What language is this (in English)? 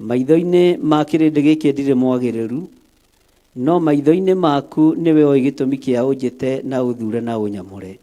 Kikuyu